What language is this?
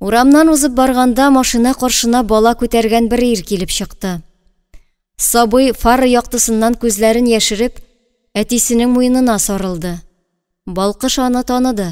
Tatar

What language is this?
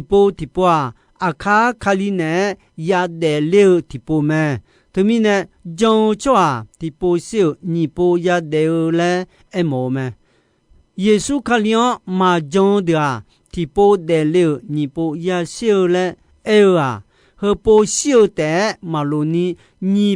Akha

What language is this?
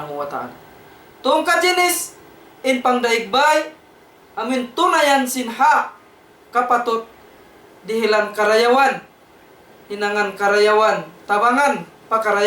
Tausug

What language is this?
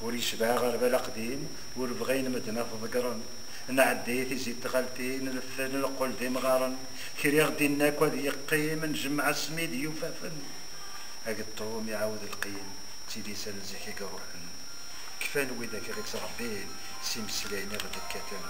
Kabyle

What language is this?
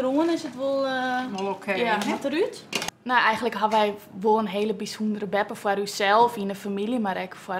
Western Frisian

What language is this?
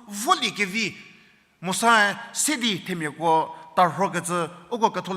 Angami Naga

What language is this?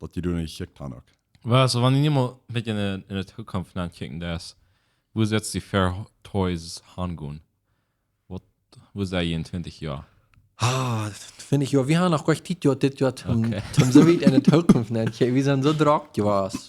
Plautdietsch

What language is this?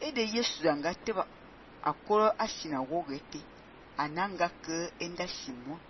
Fang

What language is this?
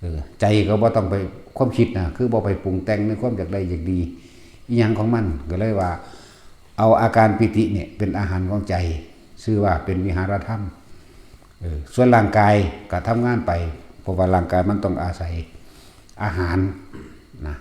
Northeastern Thai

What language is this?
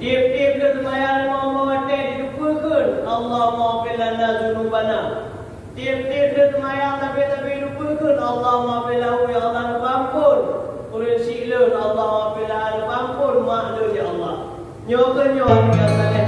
Achinese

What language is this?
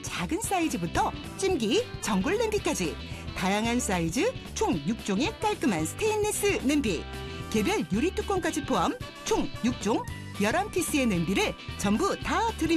Korean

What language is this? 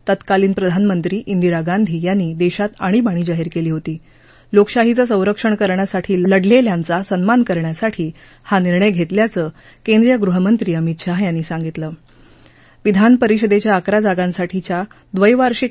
Marathi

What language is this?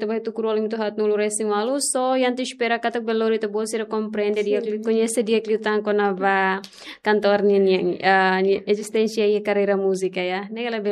Tetum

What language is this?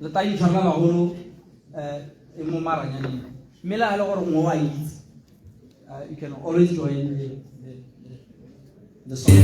Tswana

